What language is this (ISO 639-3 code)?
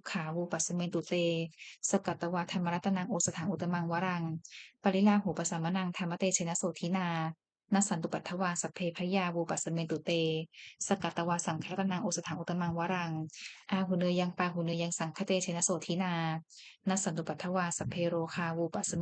pli